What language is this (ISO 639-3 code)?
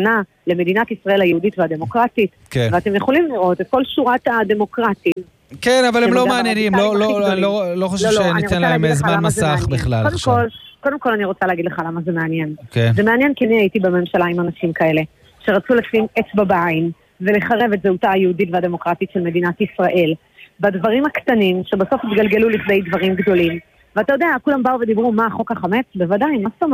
heb